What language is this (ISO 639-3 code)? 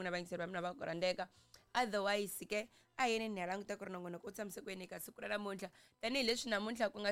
tso